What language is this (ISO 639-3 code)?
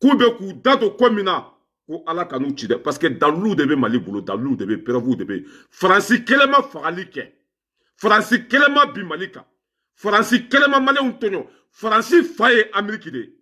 bam